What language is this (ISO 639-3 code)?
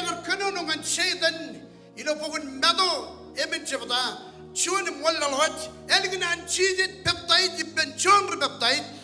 mah